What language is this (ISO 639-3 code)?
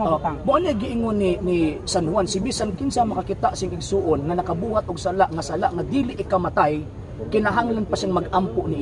ceb